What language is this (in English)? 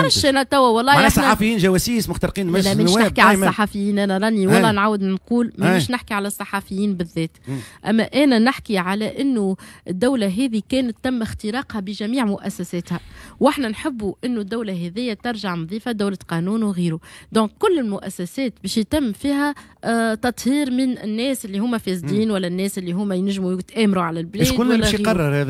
Tunisian Arabic